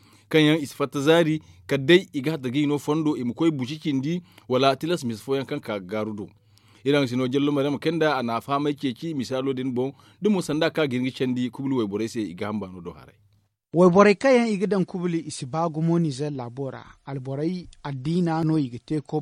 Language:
Zarma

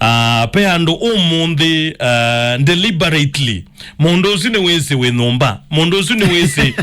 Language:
Kamba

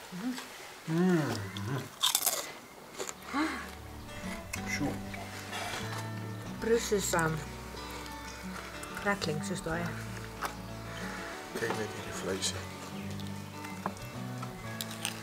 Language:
Afrikaans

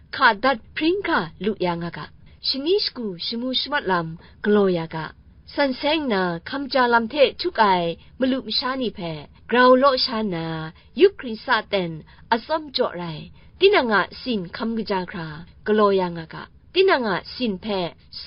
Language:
Kachin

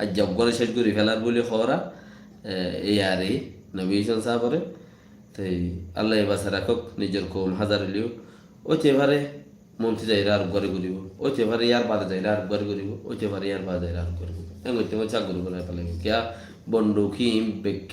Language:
Rohingya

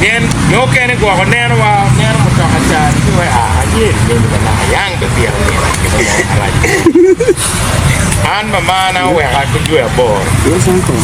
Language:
Acoli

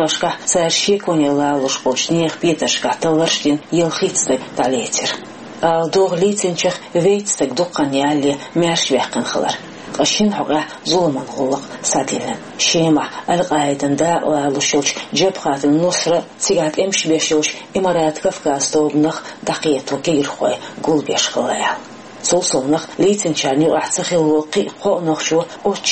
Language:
Chechen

